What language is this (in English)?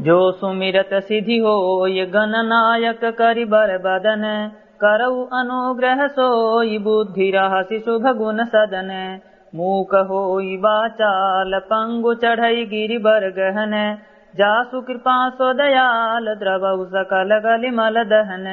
Awadhi